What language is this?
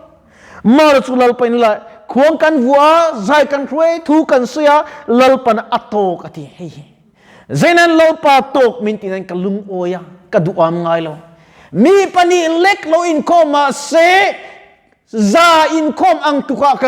Mizo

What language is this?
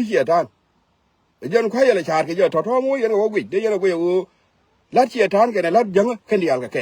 Nuer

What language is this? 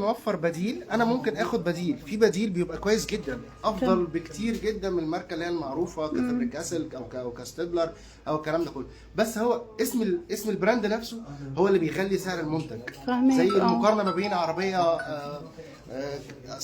Egyptian Arabic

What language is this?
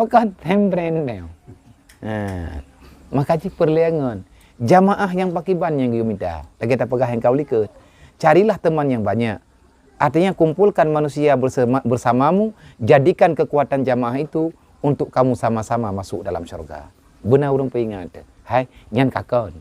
Achinese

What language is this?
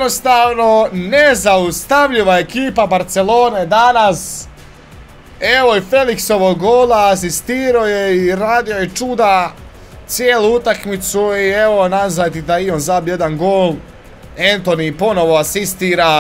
Croatian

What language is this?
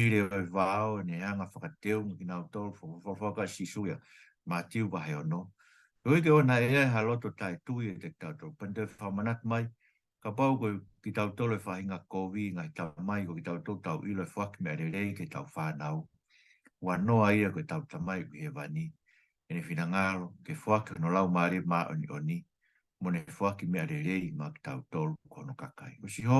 Tongan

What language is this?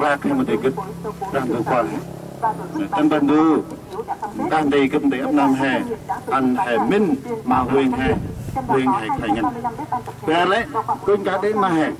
Central Mnong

